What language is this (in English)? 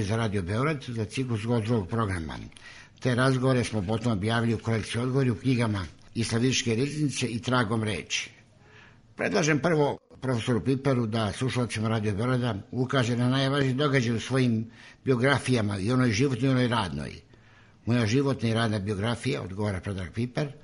Serbian